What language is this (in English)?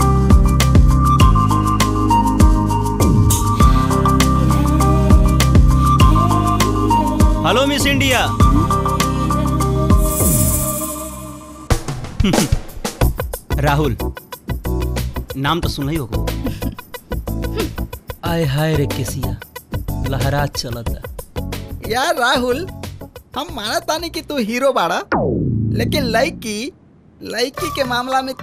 Bhojpuri